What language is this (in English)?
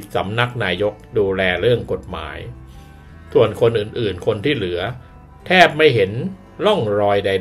Thai